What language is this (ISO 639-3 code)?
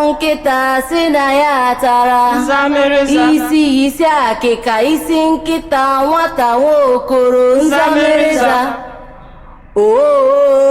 ibo